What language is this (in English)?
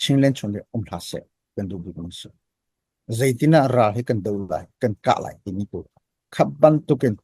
Hakha Chin